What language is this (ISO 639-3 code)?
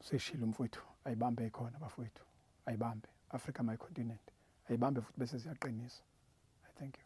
zul